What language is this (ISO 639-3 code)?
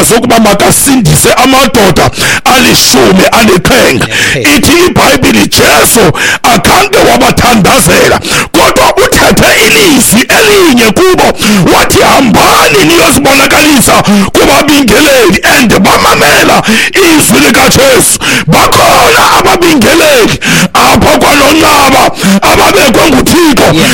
xho